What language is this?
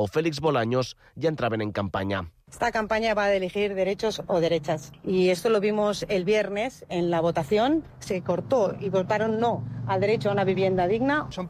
Catalan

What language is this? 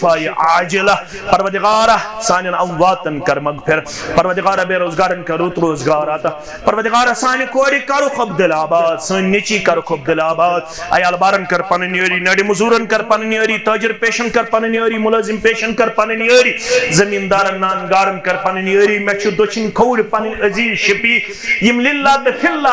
Kashmiri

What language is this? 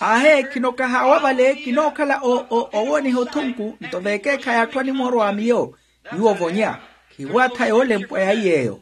Makhuwa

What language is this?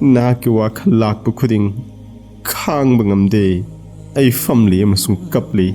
Manipuri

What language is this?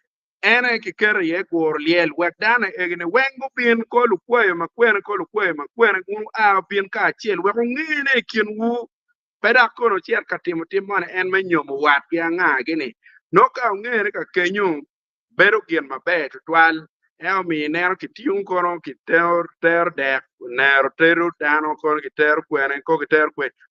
Acoli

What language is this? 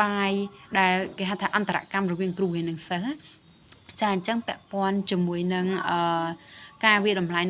Khmer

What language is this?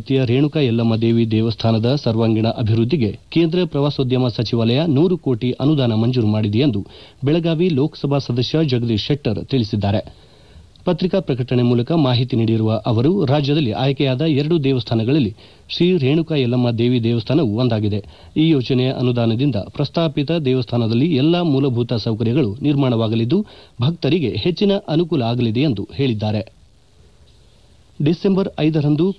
Kannada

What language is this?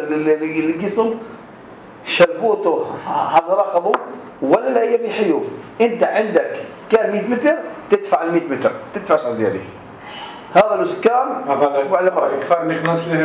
North Levantine Arabic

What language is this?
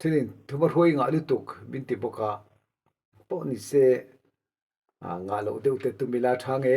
Mizo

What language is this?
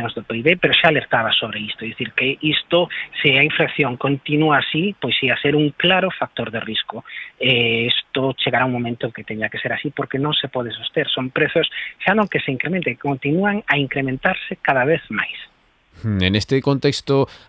Galician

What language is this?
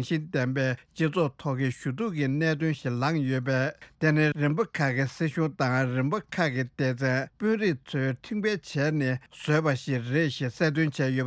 Tibetan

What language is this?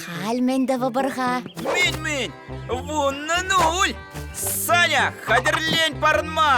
Chuvash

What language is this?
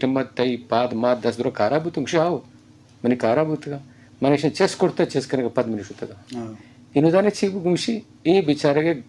Eastern Balochi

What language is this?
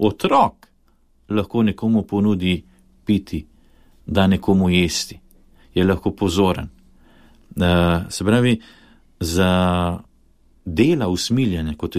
Slovenian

